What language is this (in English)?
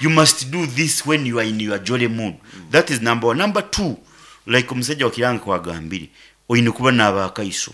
Nyankole